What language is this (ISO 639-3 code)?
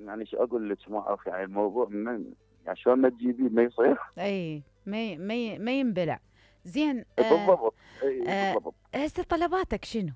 acm